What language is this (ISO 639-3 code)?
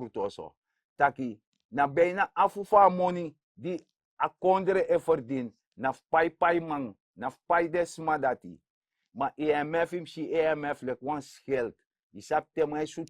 srn